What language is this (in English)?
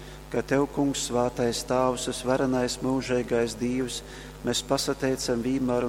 Latgalian